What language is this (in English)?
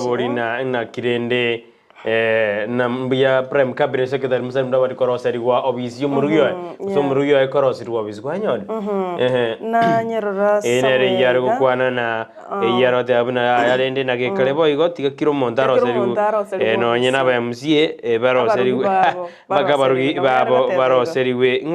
Gusii